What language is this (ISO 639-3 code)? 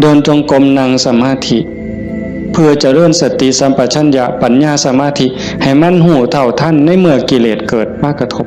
tts